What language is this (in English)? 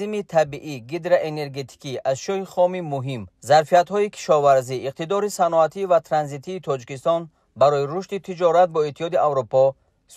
Tajik